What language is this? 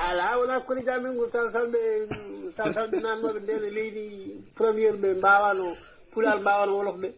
Fula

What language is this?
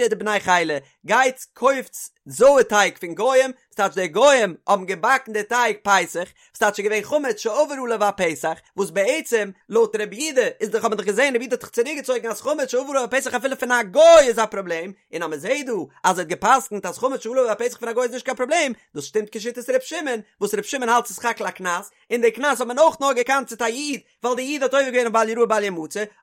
Yiddish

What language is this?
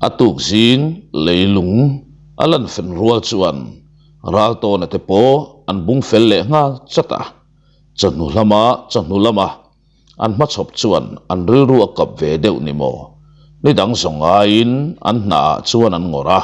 Mizo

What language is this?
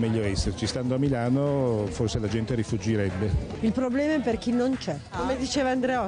Italian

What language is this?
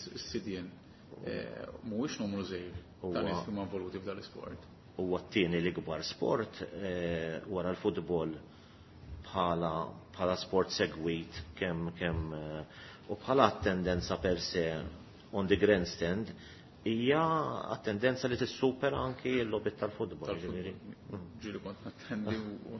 Maltese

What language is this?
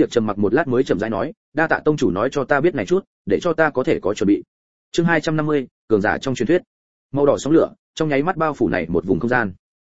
Vietnamese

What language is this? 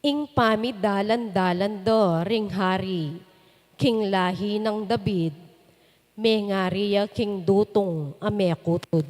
Pampanga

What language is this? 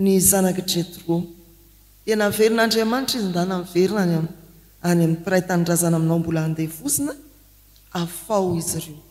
Malagasy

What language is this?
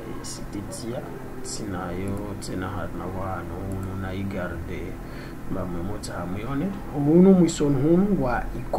Swahili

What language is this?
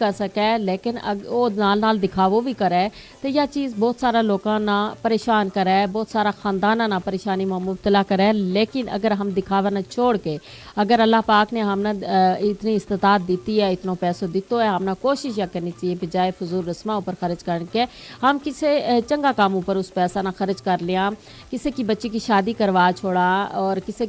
Gujari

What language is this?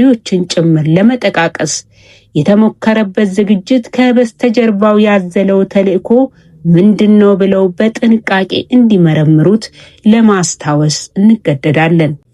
Amharic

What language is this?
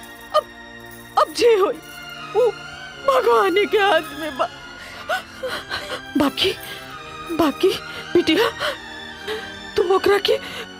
Bhojpuri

